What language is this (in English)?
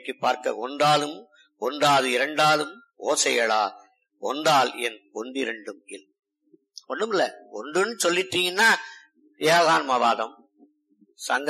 Tamil